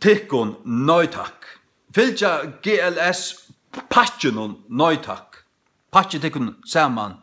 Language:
Faroese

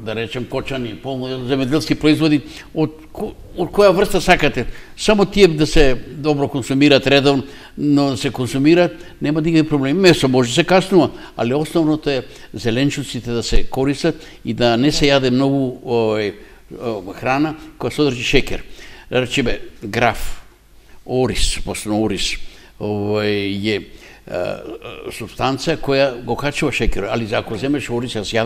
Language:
Macedonian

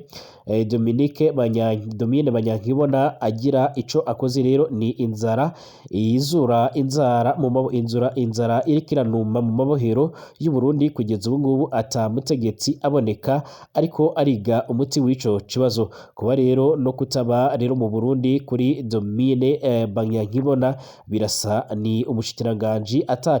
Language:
Rundi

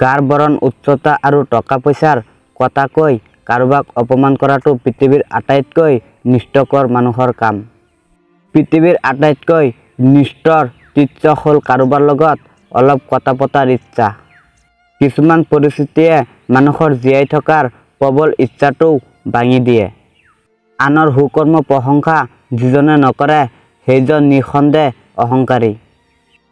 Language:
Assamese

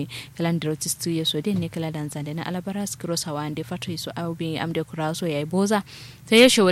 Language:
Kanuri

